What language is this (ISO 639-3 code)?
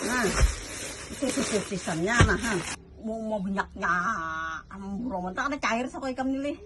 bjn